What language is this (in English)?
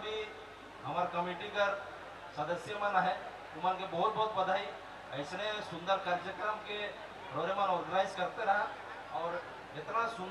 Sadri